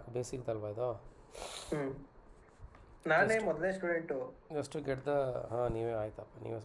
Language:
Kannada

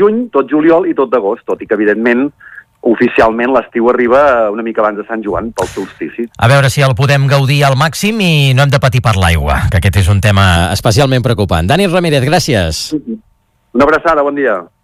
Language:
Catalan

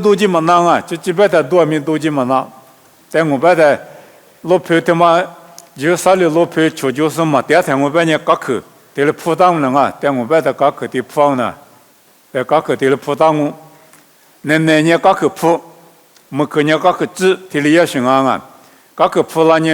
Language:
Lisu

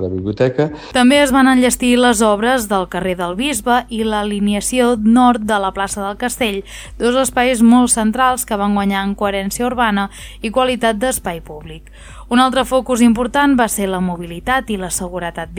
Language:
Catalan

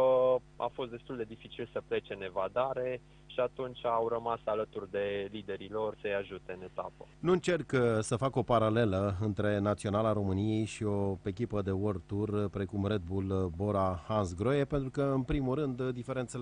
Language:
Romanian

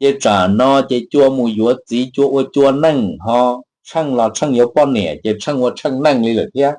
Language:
Hmong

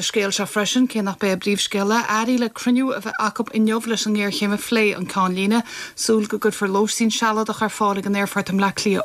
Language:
Irish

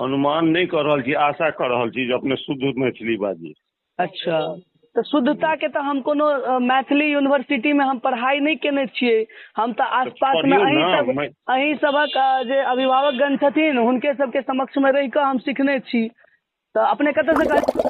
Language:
Maithili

